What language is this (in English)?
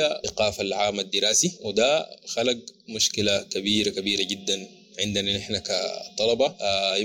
Sudanese Arabic